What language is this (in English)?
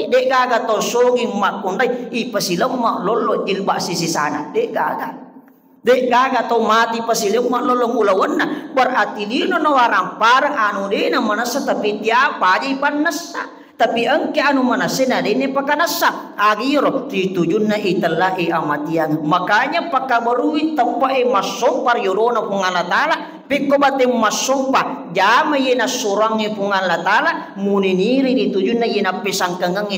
Buginese